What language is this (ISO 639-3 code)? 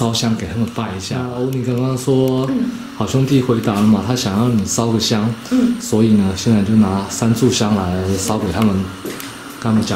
zho